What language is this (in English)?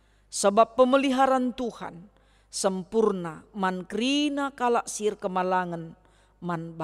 Batak Karo